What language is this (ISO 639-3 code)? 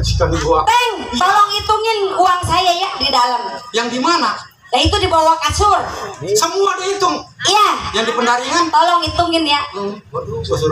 bew